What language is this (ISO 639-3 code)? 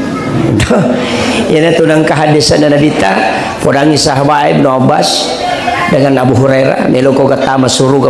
bug